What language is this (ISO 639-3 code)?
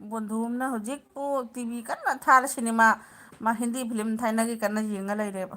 mni